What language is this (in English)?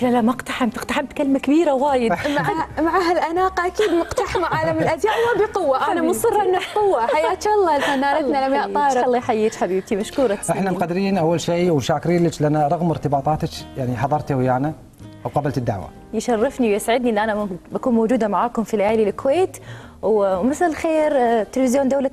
Gulf Arabic